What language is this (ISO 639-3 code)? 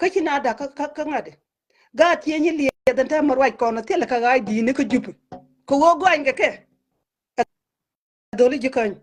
nus